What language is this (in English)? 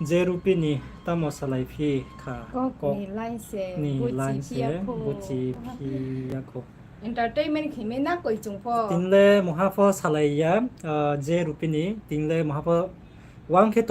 Riang (India)